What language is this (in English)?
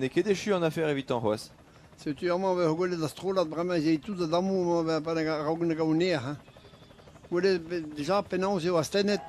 Breton